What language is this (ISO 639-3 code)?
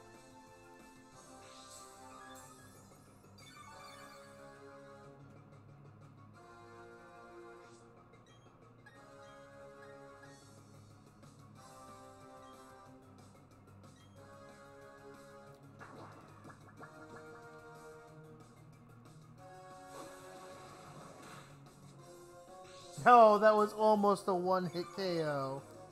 eng